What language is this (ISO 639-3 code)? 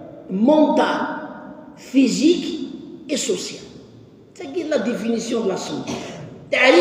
kab